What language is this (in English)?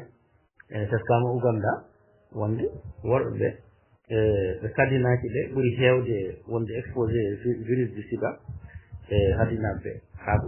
Fula